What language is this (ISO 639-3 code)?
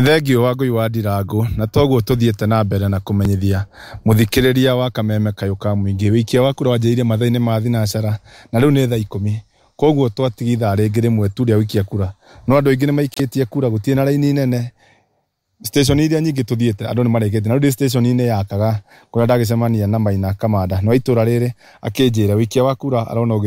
kik